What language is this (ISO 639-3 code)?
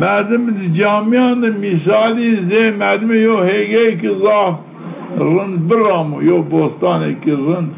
zza